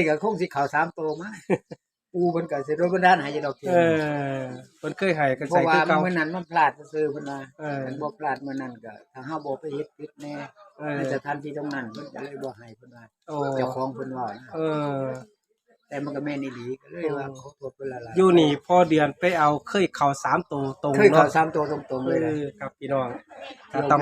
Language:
Northeastern Thai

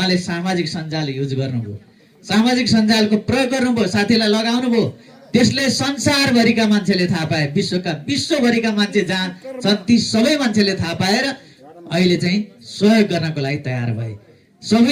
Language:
Nepali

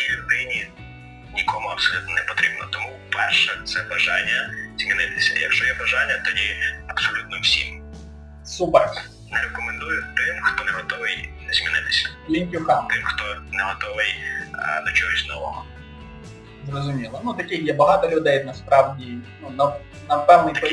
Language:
Ukrainian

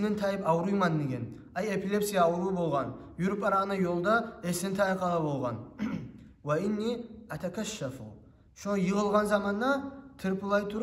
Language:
Kumyk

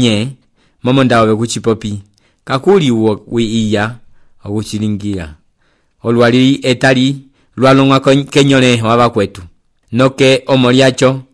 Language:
Umbundu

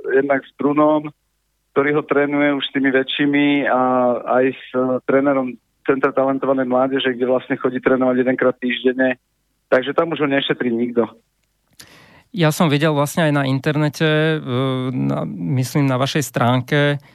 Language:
Slovak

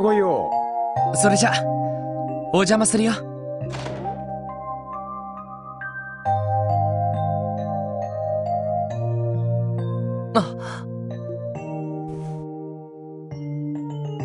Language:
Japanese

